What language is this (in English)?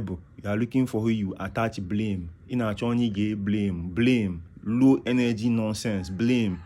Igbo